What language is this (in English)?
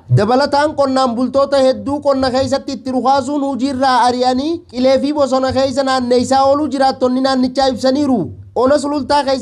Oromo